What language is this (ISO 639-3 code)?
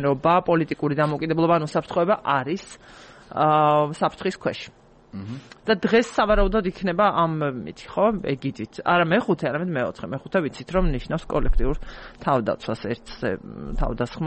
kat